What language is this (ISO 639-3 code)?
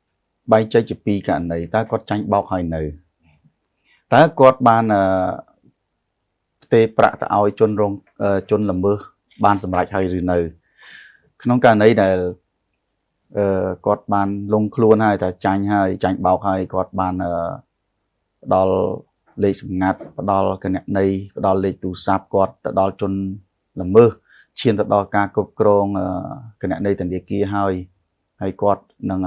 khm